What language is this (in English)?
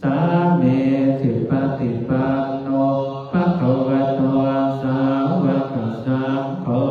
Pali